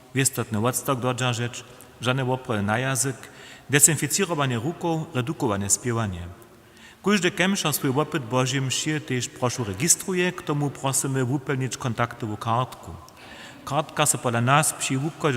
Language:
Upper Sorbian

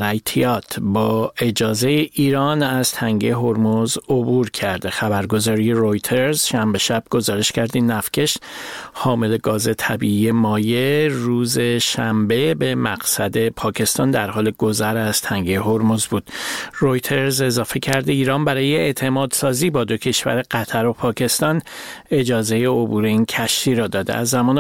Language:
Persian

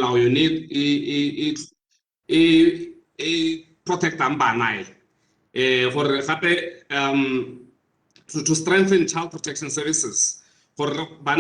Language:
Tswana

